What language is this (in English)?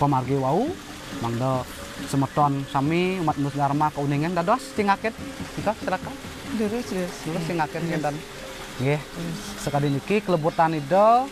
Balinese